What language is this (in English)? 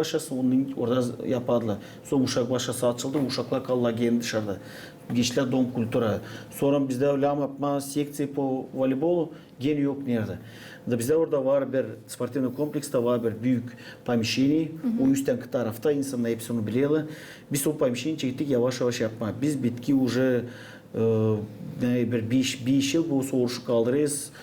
Gagauz